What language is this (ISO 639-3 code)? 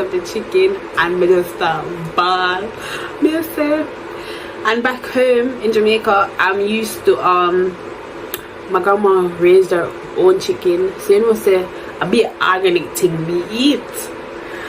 jam